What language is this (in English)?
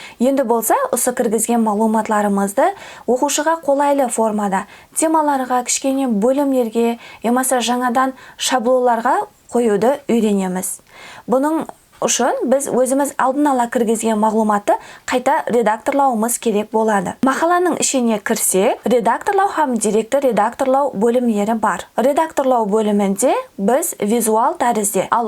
Kara-Kalpak